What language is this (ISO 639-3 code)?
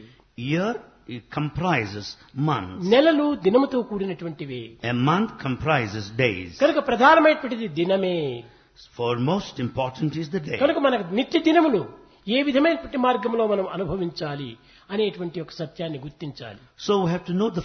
tel